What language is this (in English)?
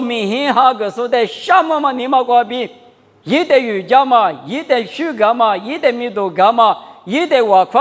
Lisu